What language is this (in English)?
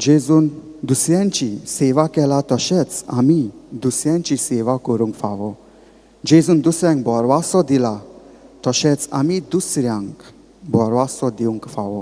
Konkani